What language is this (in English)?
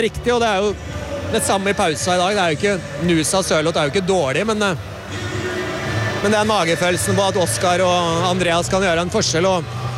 Norwegian